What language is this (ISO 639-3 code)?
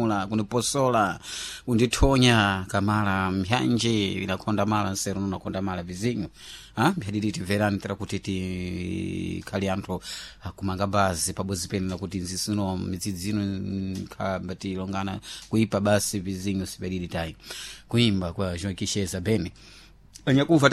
seh